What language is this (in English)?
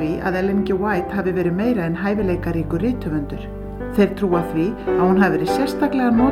Icelandic